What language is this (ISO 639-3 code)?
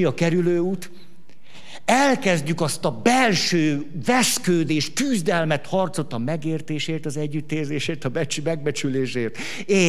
hun